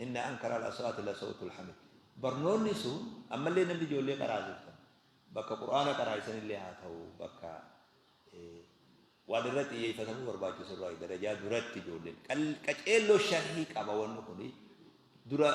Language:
Oromo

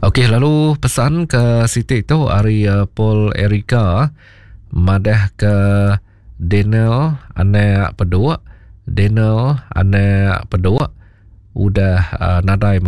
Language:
Iban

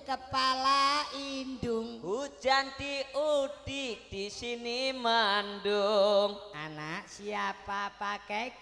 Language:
Javanese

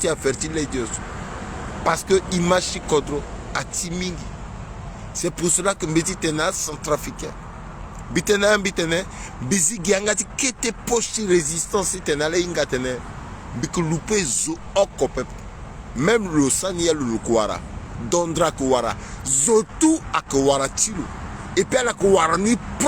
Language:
Sango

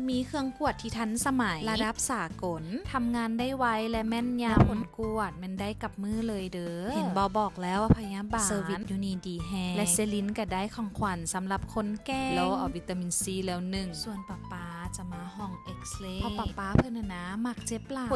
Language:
Lao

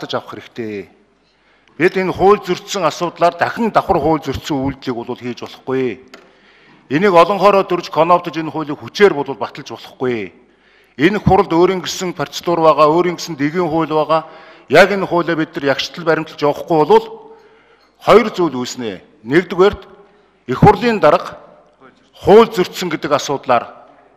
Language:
Mongolian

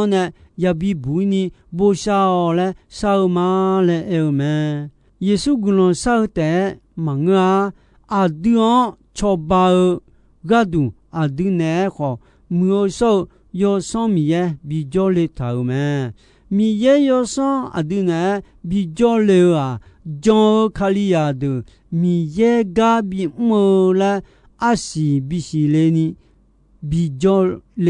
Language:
Akha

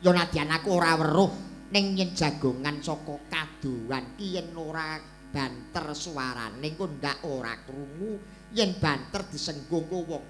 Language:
Javanese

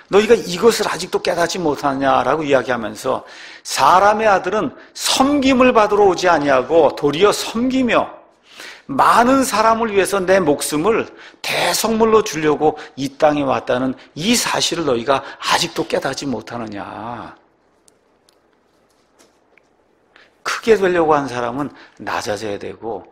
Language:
Korean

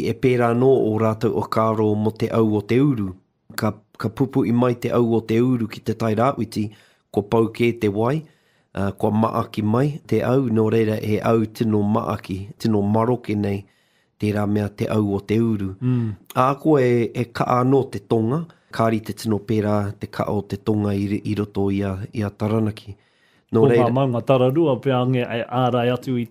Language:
Māori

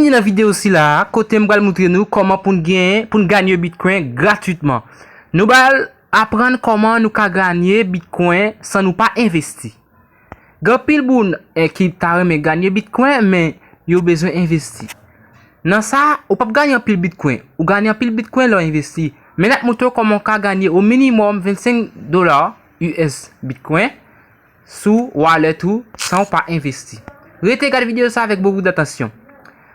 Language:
Haitian Creole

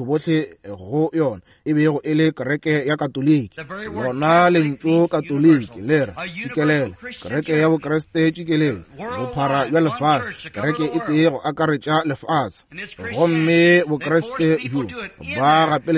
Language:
Northern Sotho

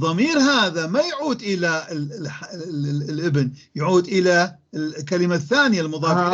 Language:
North Levantine Arabic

